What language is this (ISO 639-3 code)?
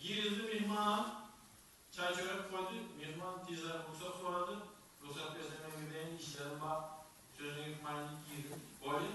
tuk